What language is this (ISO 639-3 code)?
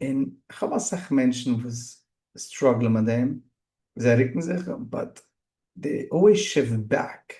yid